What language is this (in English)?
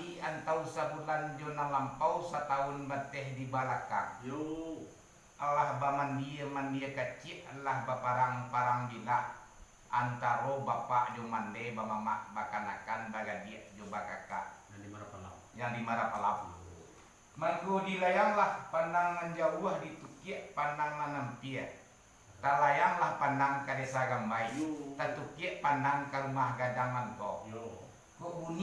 Minangkabau